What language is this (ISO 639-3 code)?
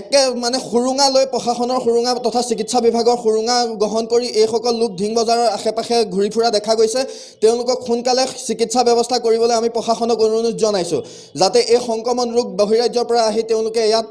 asm